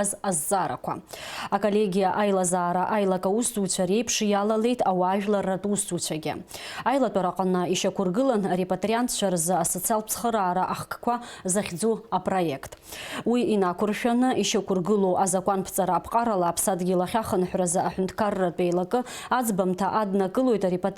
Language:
Abkhazian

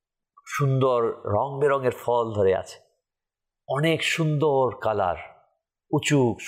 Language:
Bangla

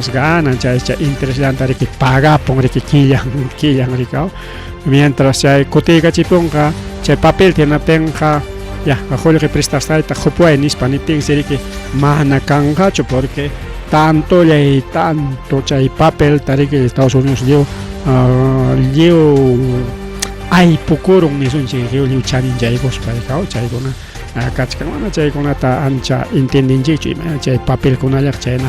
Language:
Ayacucho Quechua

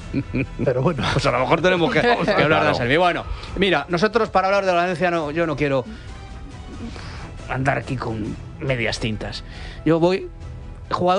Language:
Spanish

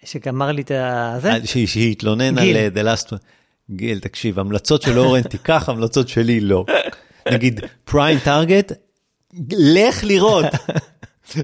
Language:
Hebrew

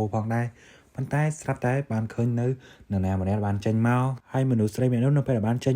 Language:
Khmer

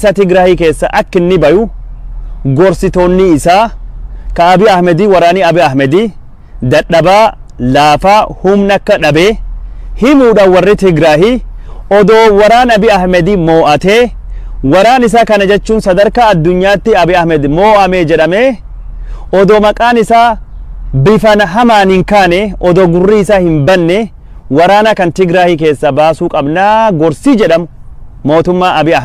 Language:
Oromo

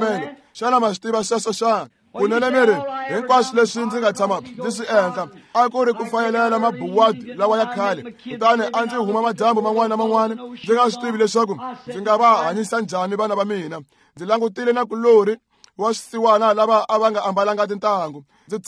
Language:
Tsonga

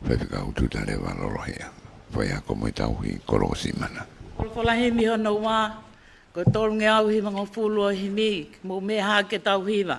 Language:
Tongan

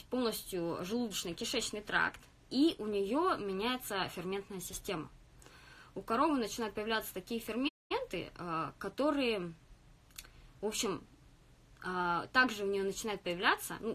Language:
Russian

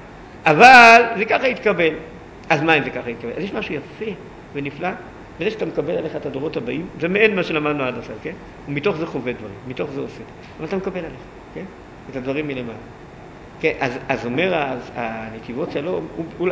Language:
Hebrew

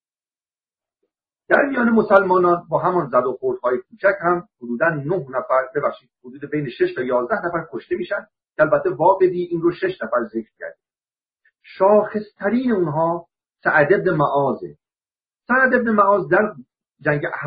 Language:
Persian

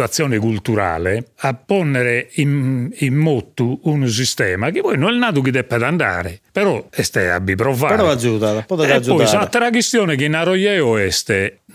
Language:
Sardinian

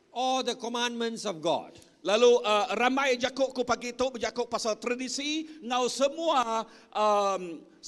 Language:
Iban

